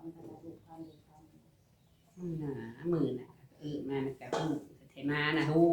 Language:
Northeastern Thai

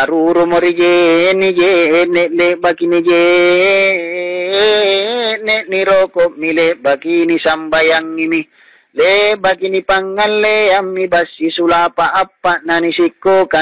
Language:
Makasar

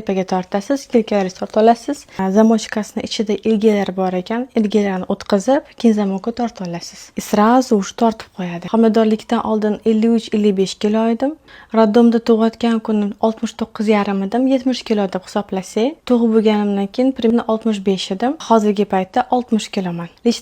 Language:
Uzbek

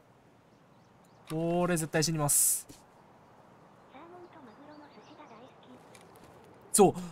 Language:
Japanese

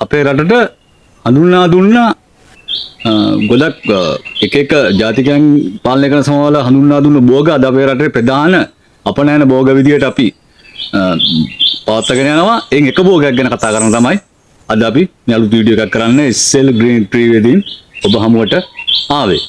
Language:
Sinhala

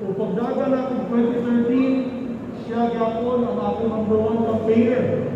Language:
Cebuano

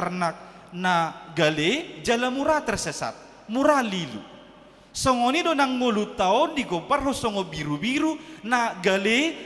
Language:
Batak Toba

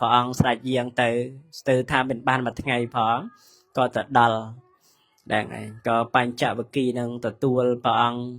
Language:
Khmer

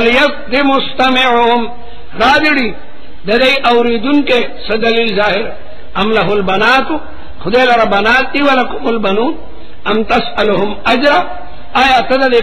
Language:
Pashto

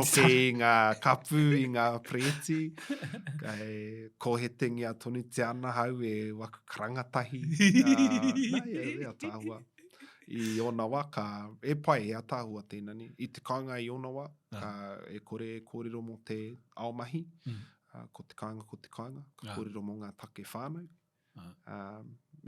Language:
Māori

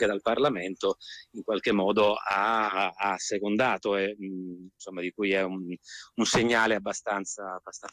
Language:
Italian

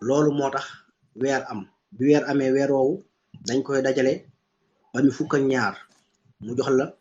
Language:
Wolof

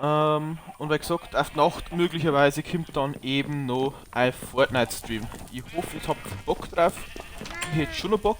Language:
Bavarian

